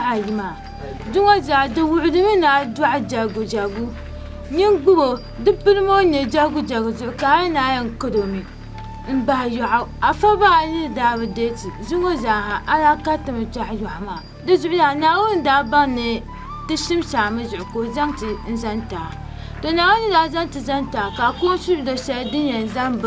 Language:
Dagbani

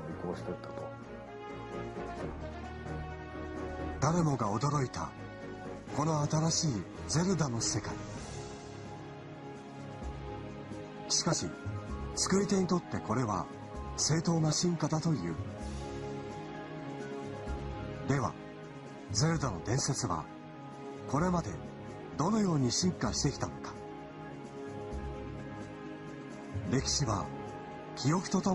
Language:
Japanese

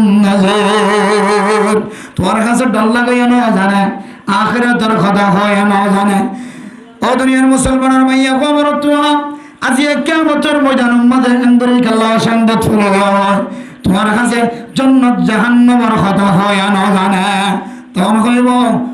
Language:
Rohingya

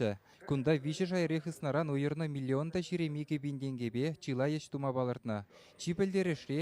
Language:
Chuvash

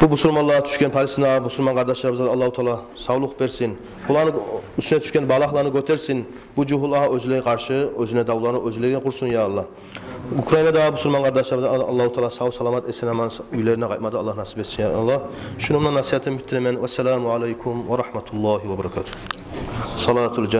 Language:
Kumyk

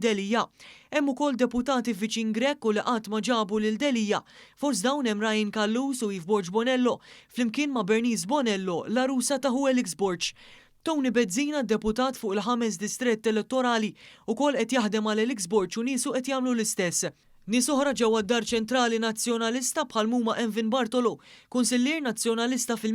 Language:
Maltese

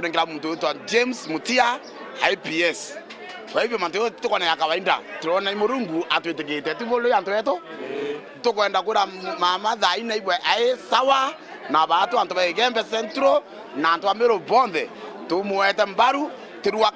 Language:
Meru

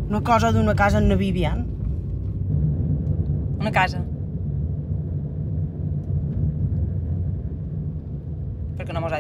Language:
Catalan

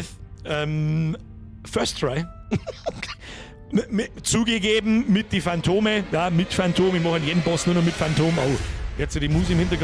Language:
Bavarian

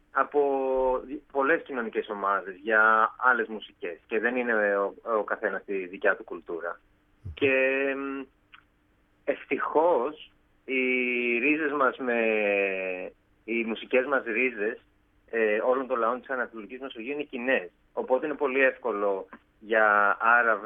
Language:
Greek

